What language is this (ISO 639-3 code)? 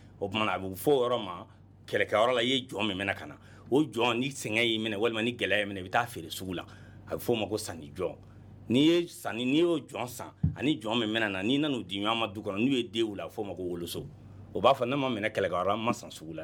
bam